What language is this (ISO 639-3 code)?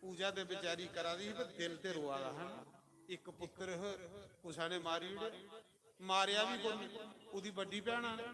doi